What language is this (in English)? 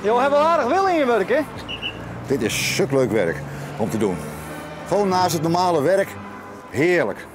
Western Frisian